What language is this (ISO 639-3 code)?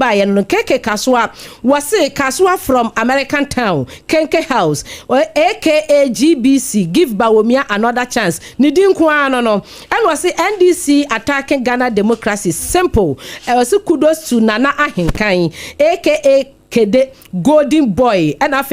aka